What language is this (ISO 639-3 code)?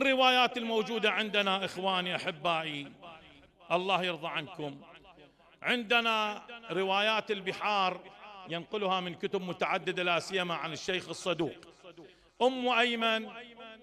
acm